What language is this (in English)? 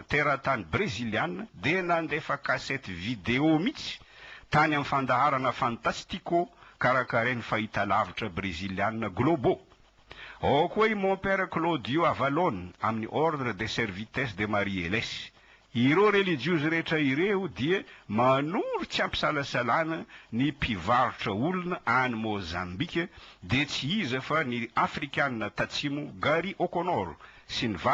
Malagasy